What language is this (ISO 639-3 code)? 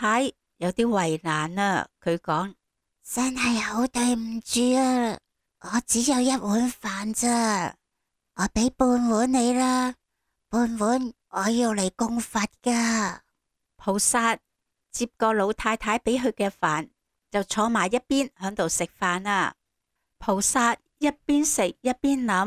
yue